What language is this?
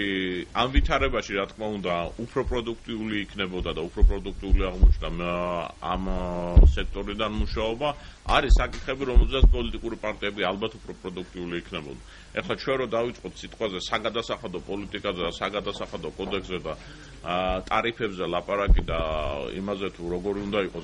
Georgian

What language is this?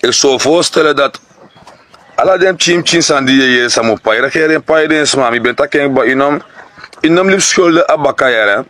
Sranan Tongo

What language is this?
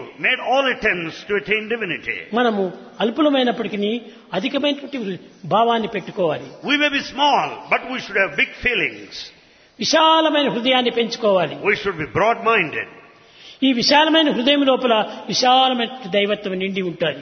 Telugu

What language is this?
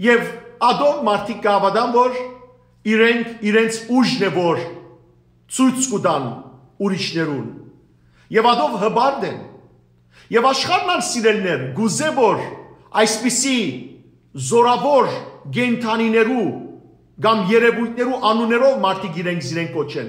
Western Armenian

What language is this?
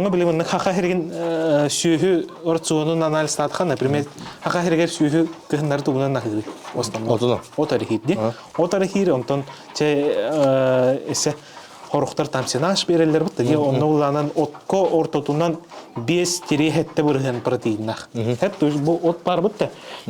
Yakut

